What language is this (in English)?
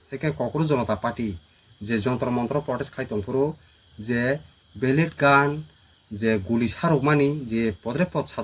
Kok Borok